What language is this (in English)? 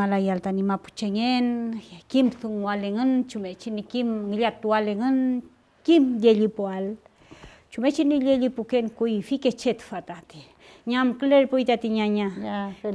Mapuche